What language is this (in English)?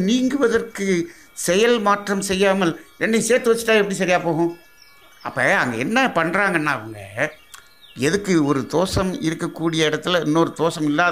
Tamil